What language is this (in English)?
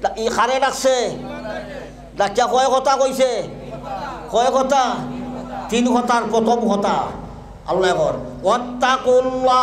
Sylheti